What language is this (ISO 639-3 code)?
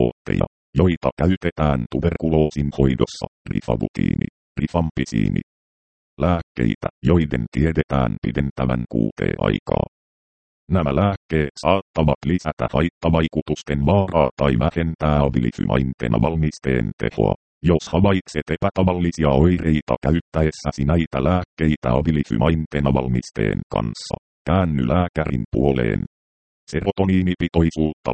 fin